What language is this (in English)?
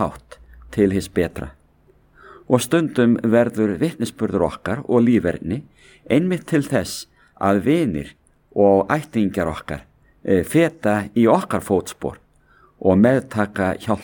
Icelandic